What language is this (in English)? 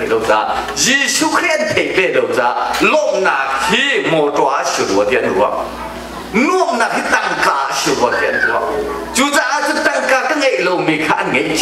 Hakha Chin